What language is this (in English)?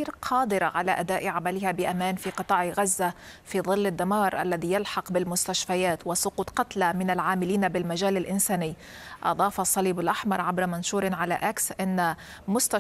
Arabic